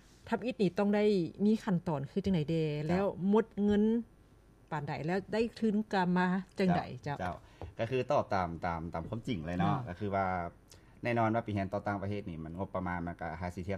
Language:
Lao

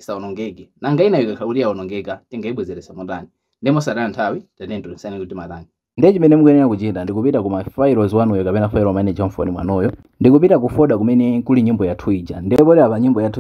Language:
Nyanja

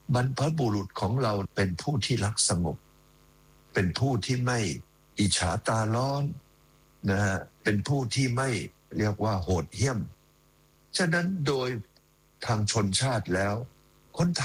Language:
Thai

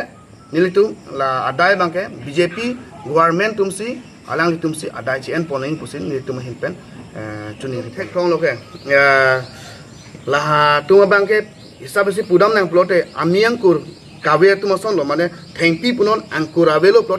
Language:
Karbi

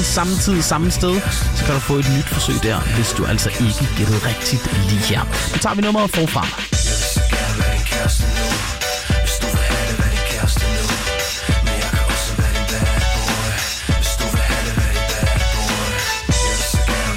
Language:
Danish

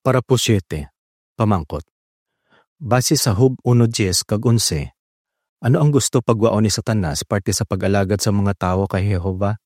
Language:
Hiligaynon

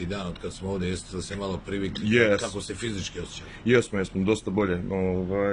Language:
Serbian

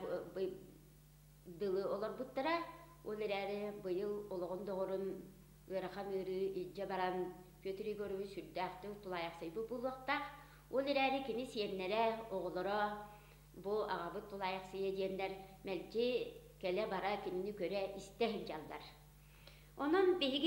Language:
Yakut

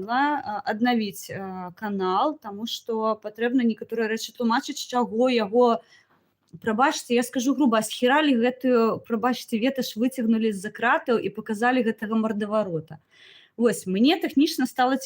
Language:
Belarusian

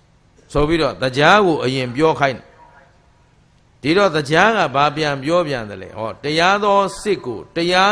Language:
Burmese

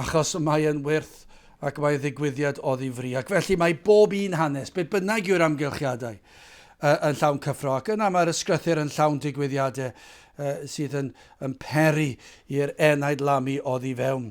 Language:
Welsh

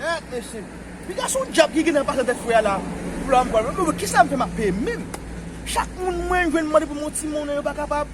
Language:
Haitian Creole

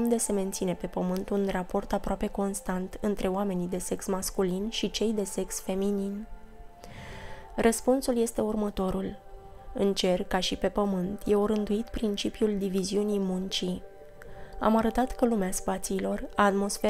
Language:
Romanian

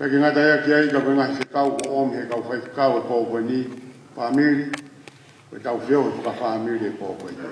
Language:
Tongan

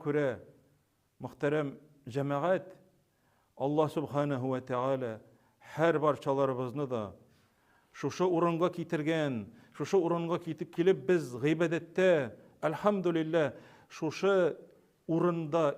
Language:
Tatar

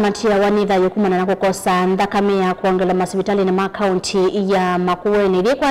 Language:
Kamba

